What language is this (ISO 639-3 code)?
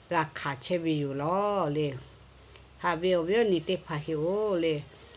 lhu